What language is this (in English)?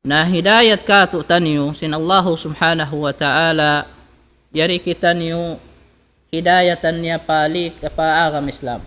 Tausug